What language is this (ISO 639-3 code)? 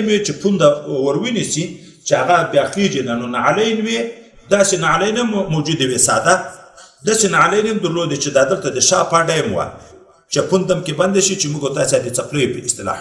pus